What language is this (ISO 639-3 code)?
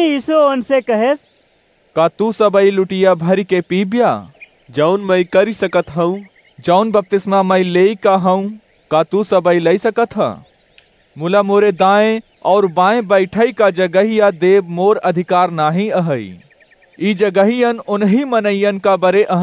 awa